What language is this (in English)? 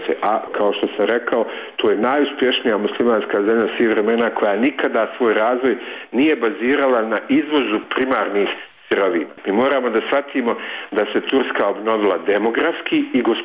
Bosnian